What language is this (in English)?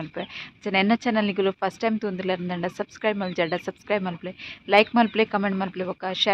Tulu